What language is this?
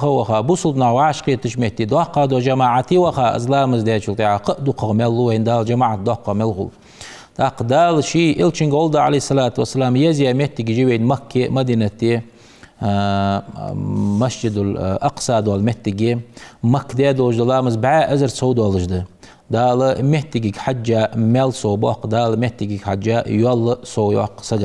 Ingush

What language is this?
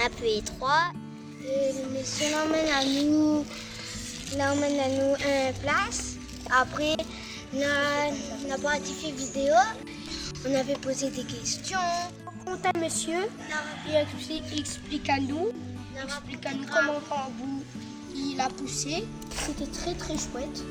Réunion Creole French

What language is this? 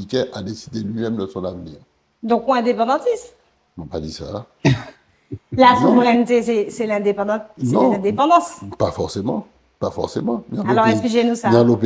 Guadeloupean Creole French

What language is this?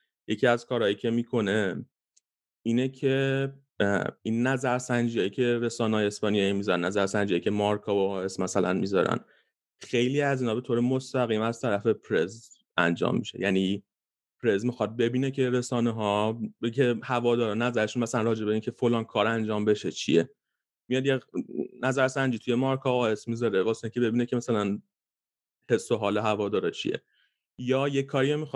Persian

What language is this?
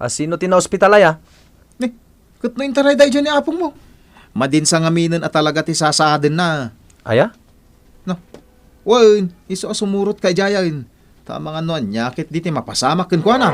Iloko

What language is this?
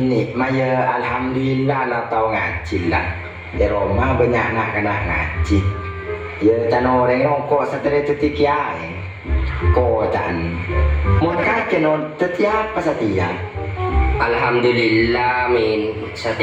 Madurese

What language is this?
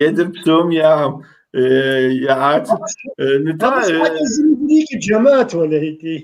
Kabardian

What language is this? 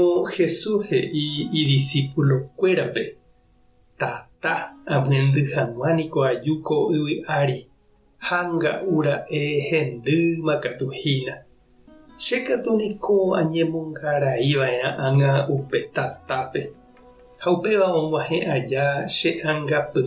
Guarani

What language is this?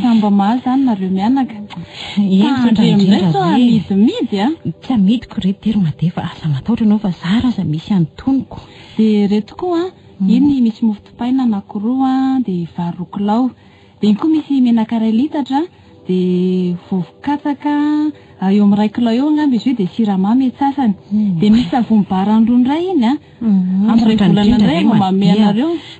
Malagasy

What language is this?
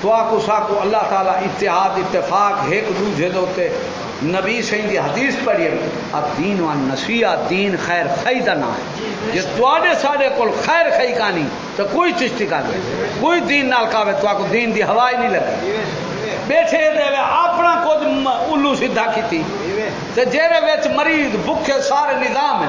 Saraiki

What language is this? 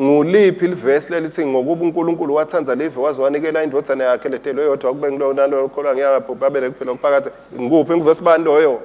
Swati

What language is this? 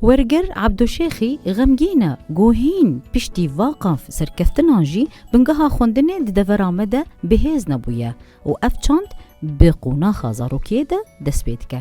Kurdish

